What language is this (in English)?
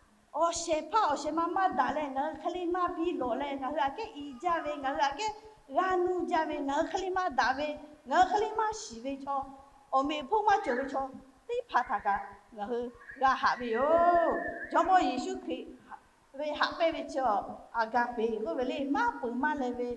Lahu